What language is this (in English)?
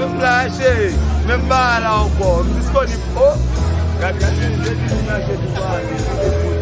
Haitian Creole